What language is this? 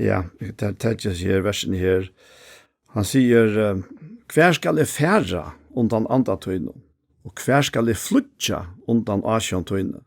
Faroese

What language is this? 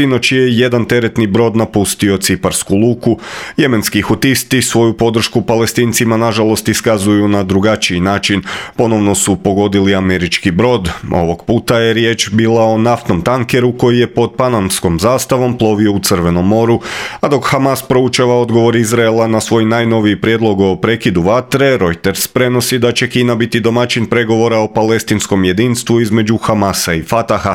Croatian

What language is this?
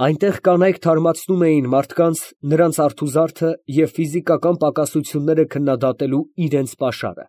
Armenian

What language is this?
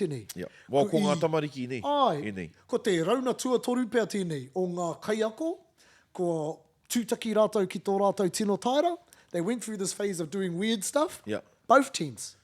Māori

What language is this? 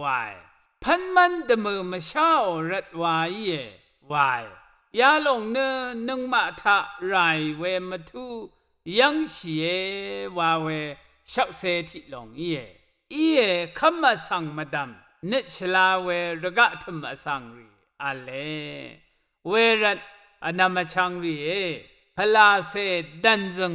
Rawang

